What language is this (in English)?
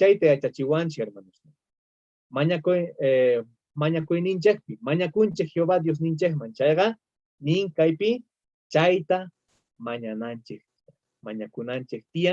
South Bolivian Quechua